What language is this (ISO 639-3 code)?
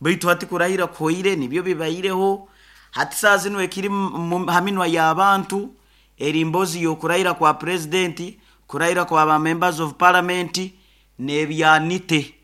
nyo